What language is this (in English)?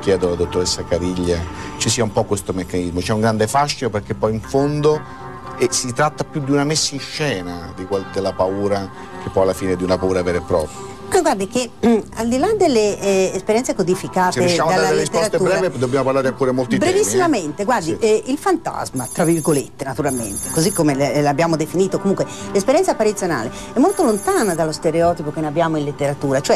Italian